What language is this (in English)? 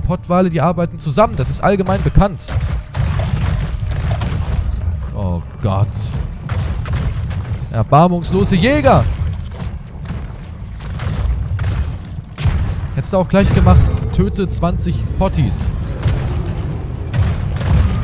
German